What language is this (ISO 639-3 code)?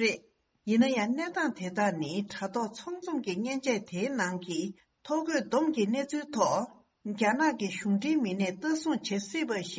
bod